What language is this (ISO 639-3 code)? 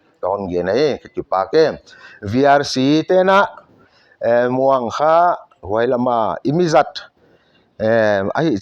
pck